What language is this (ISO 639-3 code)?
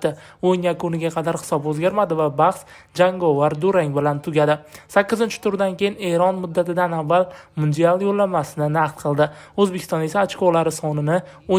uzb